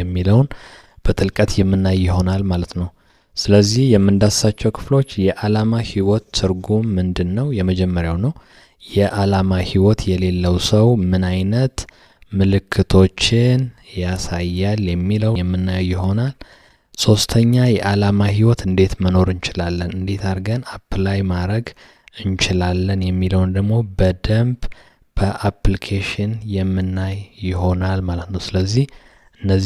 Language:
Amharic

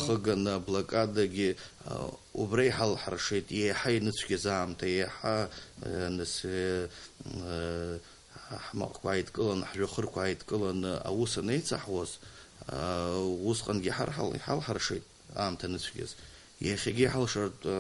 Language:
Abkhazian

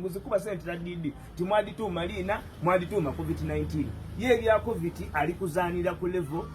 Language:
Ganda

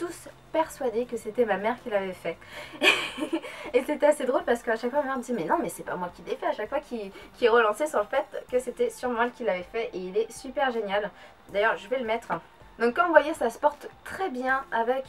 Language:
French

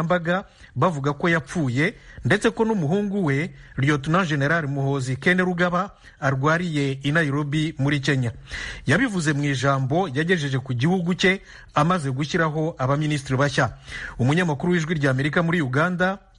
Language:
Kinyarwanda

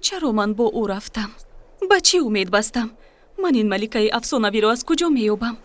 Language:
Tajik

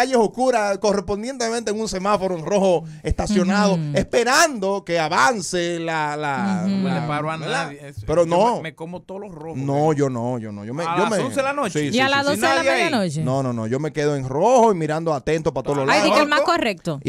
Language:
Spanish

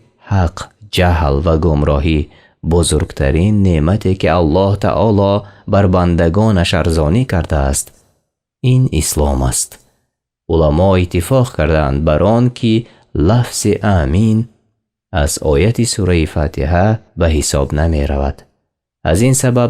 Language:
Tajik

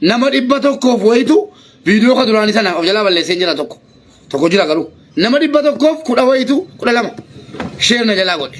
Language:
Oromo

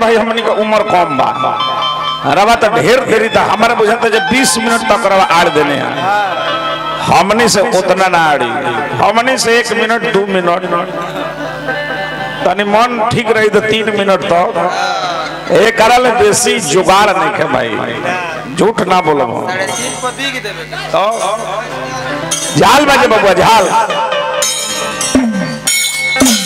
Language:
Bhojpuri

